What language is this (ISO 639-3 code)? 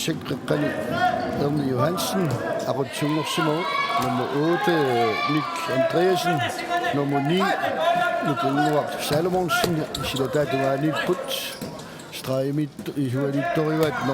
kal